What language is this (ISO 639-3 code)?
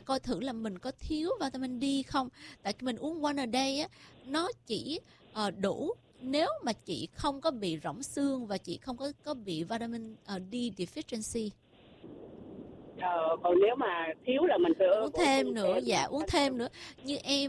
vie